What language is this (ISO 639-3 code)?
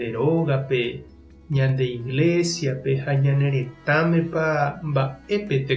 grn